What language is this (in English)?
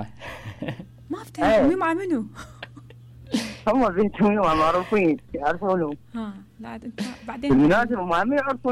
Mesopotamian Arabic